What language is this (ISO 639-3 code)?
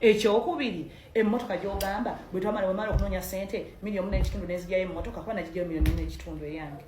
lug